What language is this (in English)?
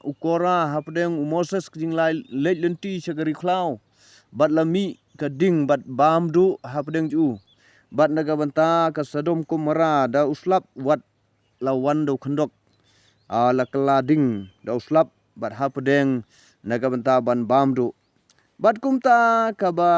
Khasi